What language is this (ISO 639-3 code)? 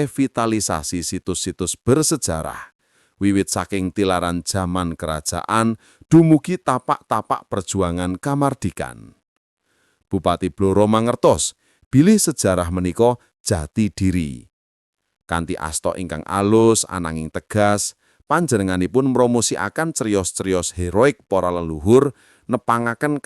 jav